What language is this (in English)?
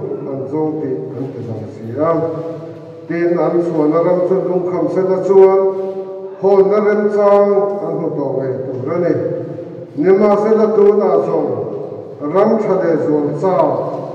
Mizo